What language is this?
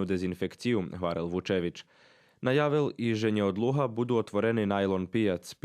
Rusyn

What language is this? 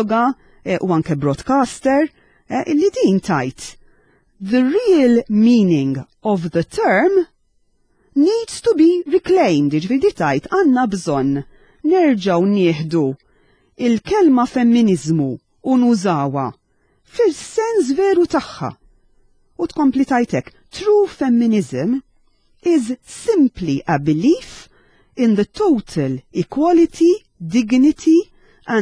Maltese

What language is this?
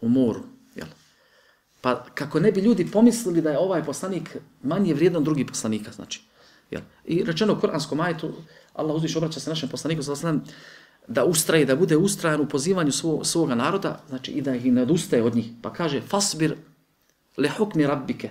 Bosnian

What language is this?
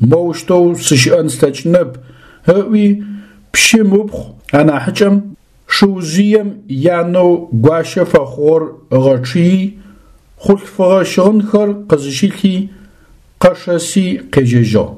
Adyghe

